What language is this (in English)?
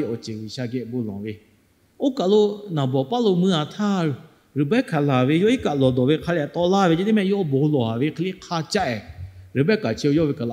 Lahu